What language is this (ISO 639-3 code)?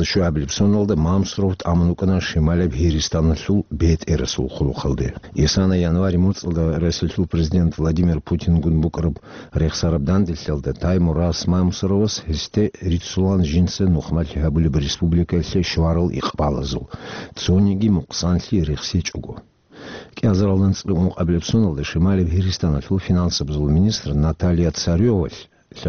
ava